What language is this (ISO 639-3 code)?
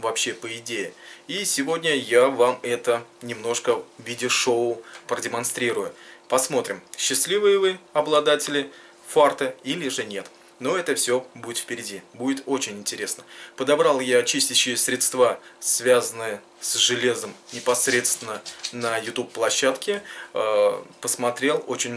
rus